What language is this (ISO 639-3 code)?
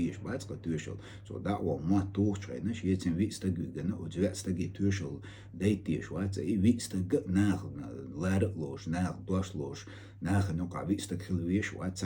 che